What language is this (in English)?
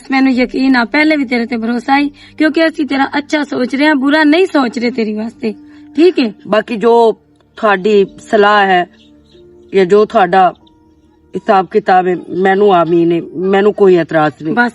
Western Panjabi